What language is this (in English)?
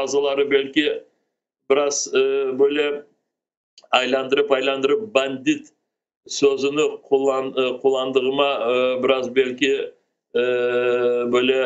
Crimean Tatar